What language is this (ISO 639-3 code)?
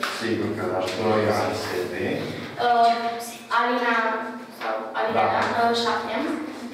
ron